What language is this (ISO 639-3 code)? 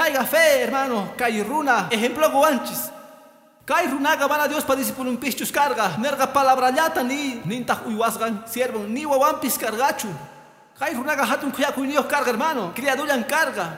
que